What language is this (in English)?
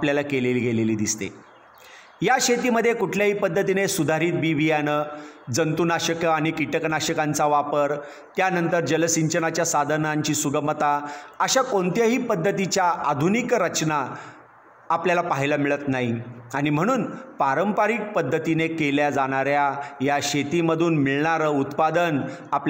Marathi